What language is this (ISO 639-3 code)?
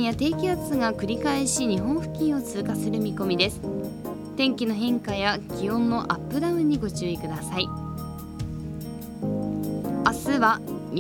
jpn